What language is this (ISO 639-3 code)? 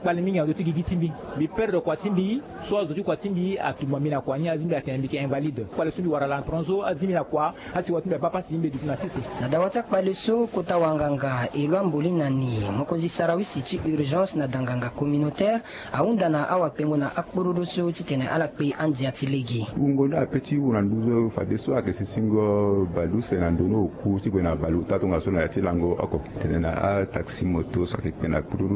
sag